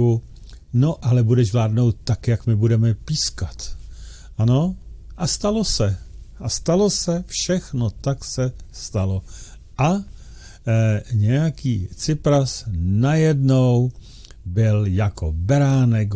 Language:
Czech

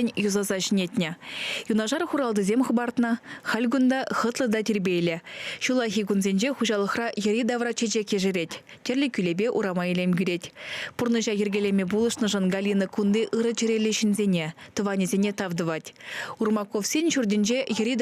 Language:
Chuvash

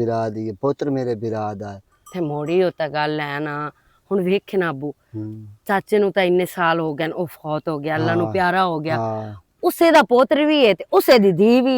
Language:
Western Panjabi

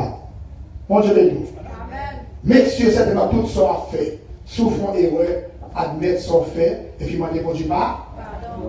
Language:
Haitian Creole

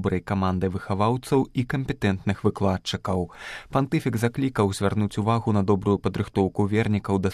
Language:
Belarusian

